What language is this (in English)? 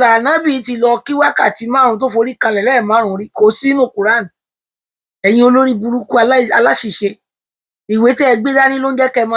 Yoruba